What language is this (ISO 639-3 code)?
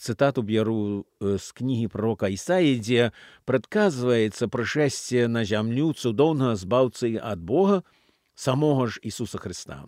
bel